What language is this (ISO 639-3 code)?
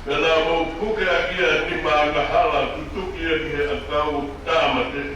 ton